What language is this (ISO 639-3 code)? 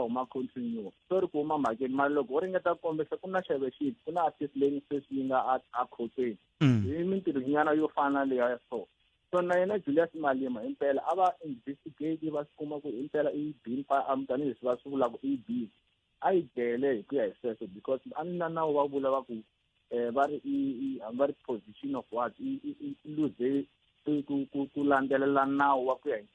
tso